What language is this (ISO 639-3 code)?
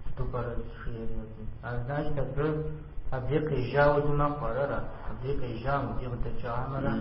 kbd